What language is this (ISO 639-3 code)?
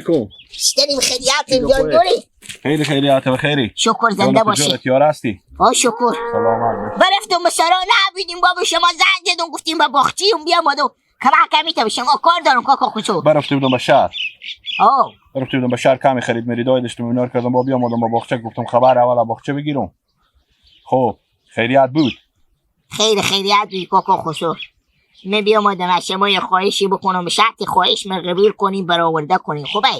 haz